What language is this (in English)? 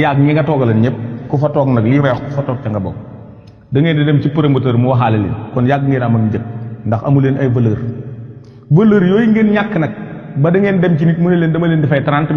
Wolof